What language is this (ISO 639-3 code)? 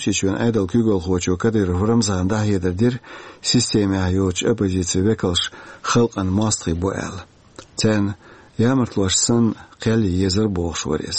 che